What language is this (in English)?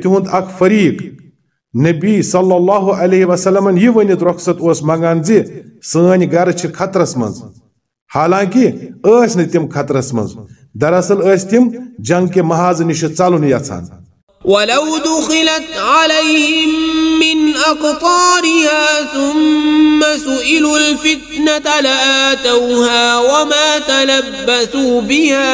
Kashmiri